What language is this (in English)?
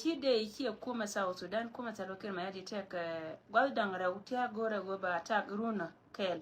Nuer